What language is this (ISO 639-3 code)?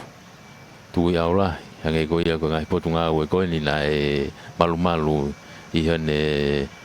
ton